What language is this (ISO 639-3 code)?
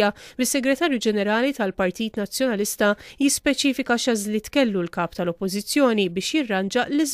mlt